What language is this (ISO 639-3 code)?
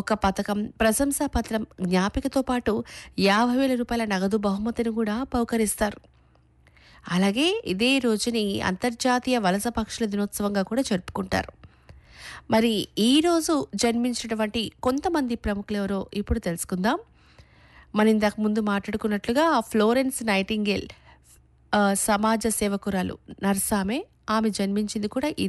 tel